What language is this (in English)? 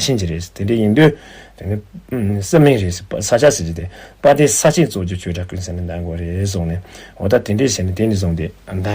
Tibetan